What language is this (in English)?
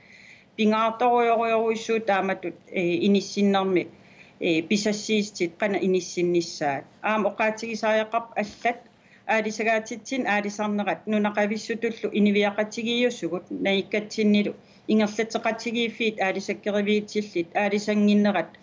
Kalaallisut